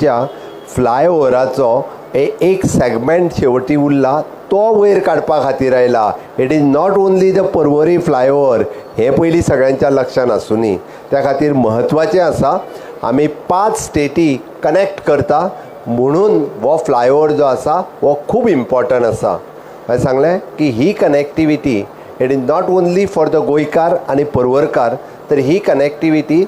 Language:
Konkani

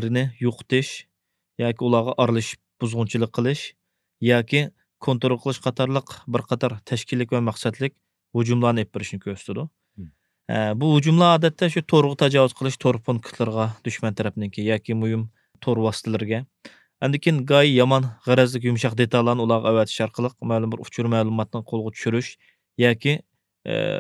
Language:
Uyghur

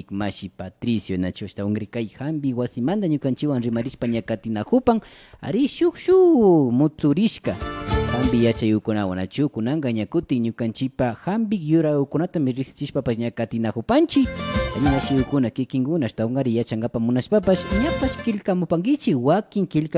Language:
Imbabura Highland Quichua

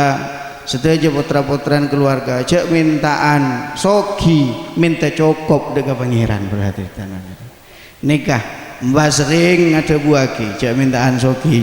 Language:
Madurese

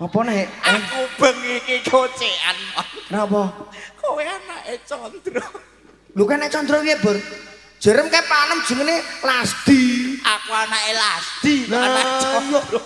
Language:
Javanese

